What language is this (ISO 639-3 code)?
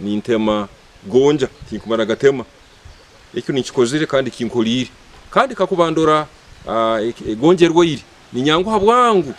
nyn